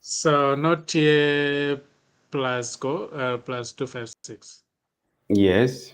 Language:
Acoli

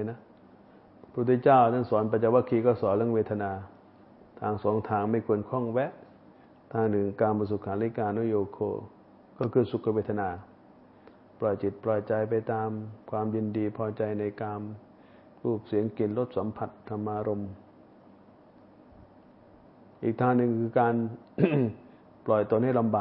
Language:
Thai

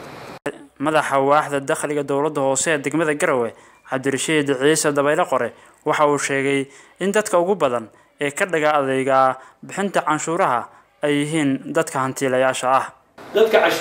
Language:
Somali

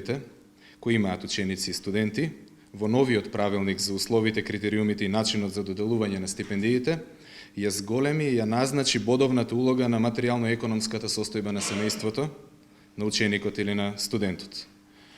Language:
Macedonian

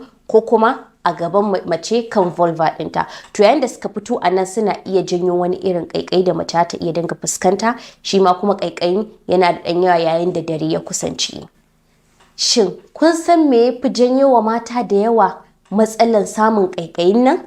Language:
Hausa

